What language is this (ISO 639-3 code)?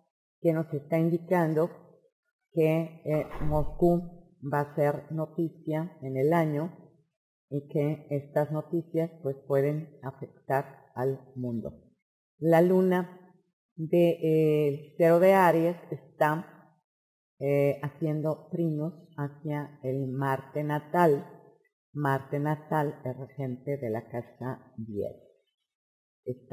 spa